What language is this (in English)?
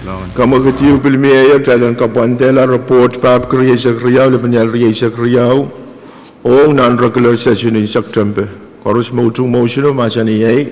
Pohnpeian